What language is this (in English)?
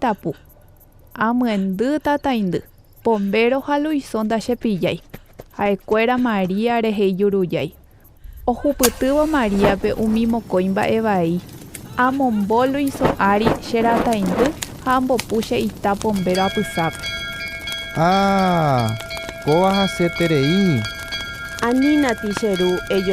Guarani